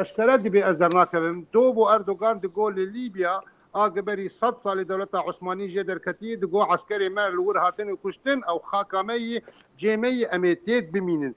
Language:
Kurdish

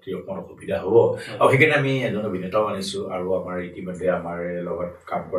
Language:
Assamese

